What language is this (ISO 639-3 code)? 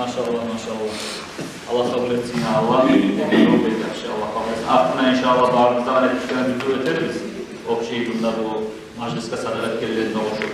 kum